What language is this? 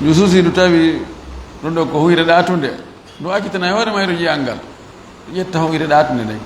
Fula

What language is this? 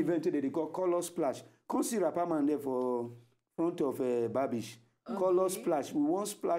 Nigerian Pidgin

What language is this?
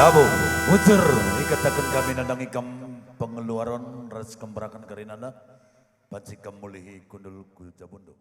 Batak Karo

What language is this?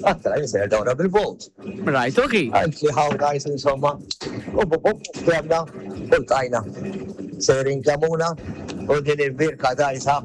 Maltese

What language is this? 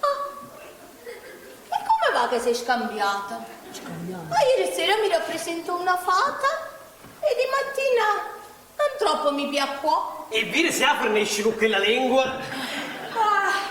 Neapolitan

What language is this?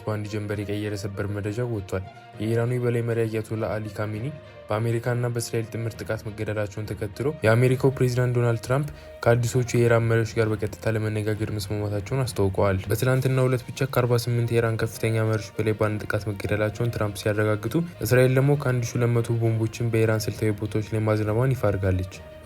Amharic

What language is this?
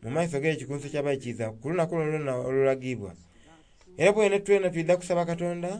Soga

